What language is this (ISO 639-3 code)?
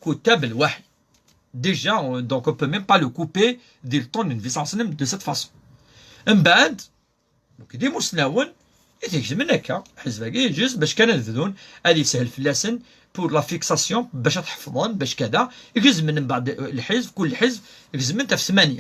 kab